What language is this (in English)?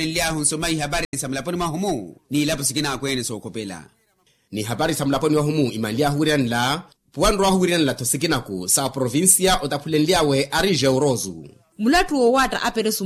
Makhuwa